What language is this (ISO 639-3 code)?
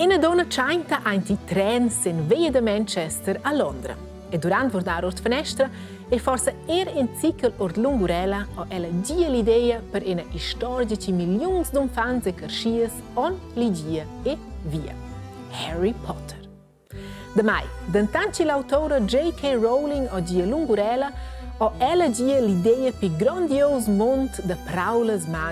roh